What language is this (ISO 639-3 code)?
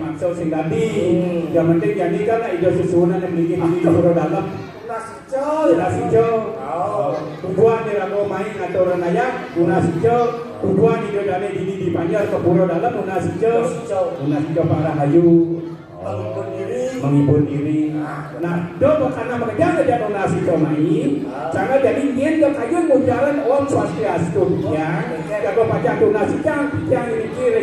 ban